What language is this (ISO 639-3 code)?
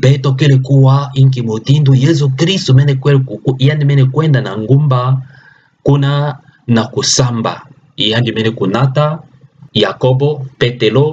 ktu